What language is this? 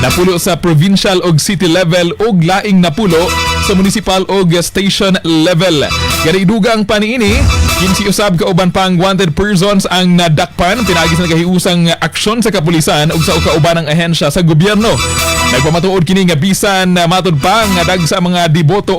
Cebuano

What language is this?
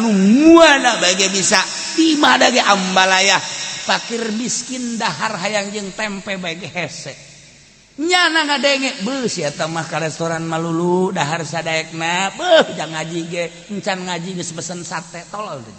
Sundanese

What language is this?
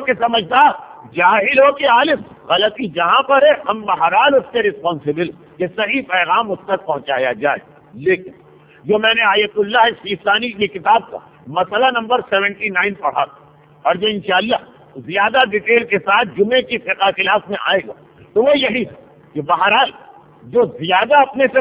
Urdu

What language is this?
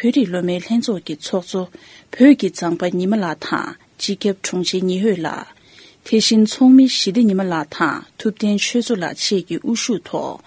Tibetan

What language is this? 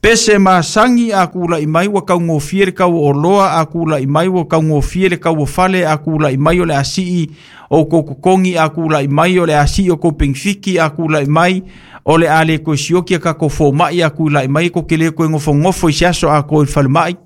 Samoan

